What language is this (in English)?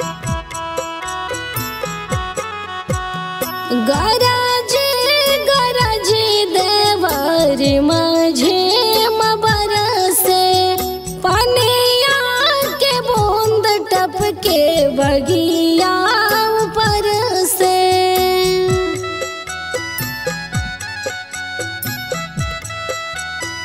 Bhojpuri